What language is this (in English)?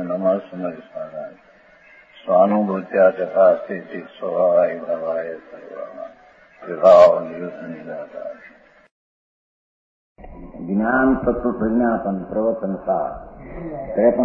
Gujarati